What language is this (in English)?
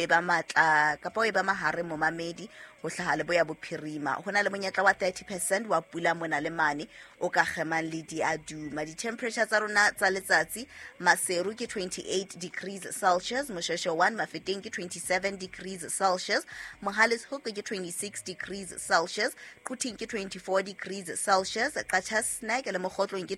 Southern Sotho